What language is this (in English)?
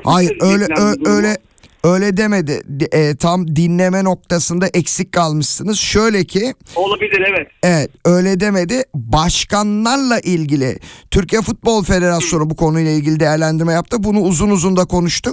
Turkish